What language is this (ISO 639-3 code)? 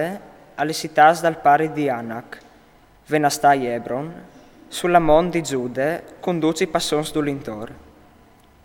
fur